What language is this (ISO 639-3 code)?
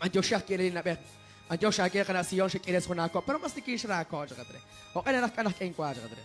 kek